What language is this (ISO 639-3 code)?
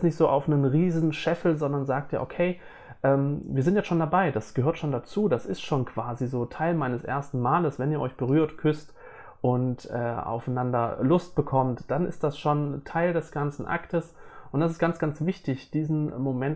deu